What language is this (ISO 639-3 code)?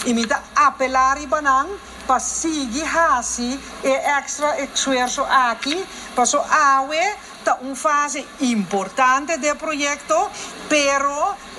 pap